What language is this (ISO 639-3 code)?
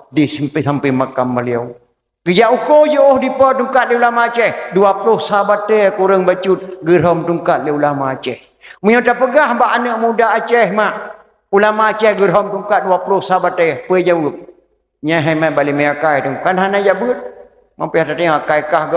ace